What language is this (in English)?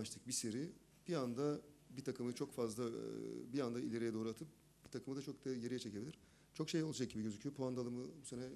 Turkish